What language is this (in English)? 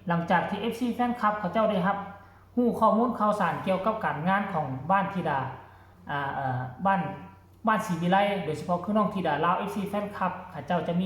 Northeastern Thai